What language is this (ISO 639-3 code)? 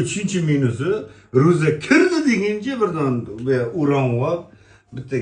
uzb